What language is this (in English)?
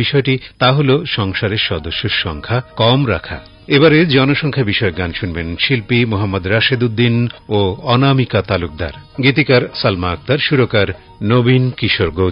Bangla